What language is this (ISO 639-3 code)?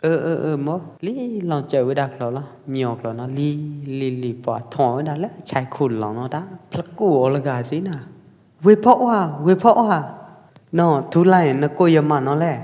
kjp